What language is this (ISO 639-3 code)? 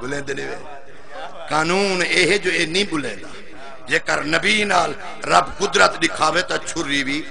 skr